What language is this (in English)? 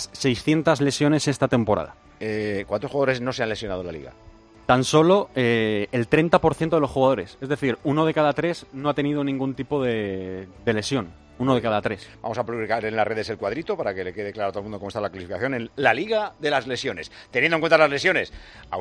Spanish